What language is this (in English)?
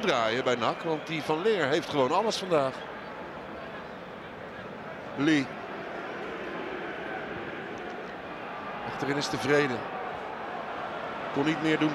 Dutch